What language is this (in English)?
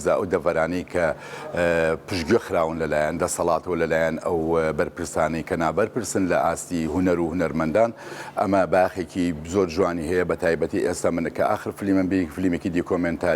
Central Kurdish